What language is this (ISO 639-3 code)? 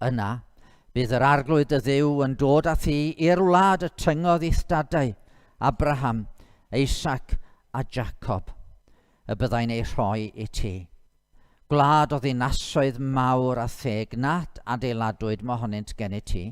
cym